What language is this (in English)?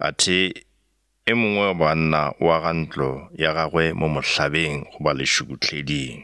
Northern Sotho